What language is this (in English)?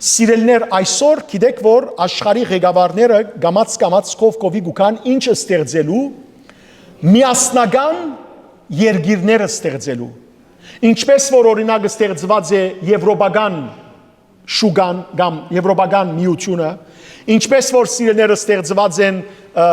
Western Armenian